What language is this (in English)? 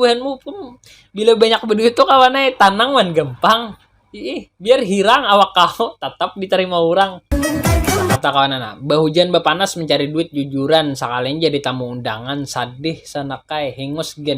Banjar